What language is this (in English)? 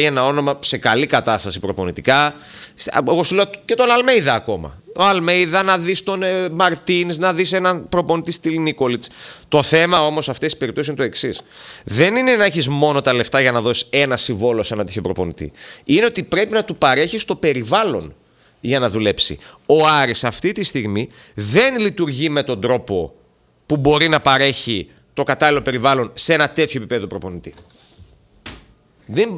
Greek